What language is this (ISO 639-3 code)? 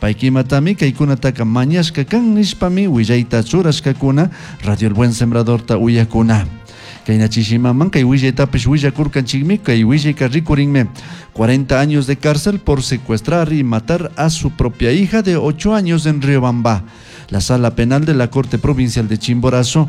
qug